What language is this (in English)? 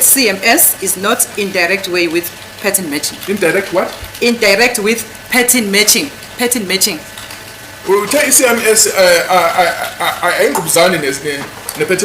Zulu